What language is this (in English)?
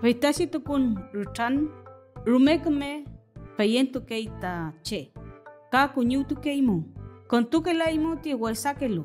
Mapuche